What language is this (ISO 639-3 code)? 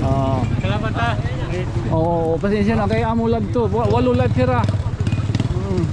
war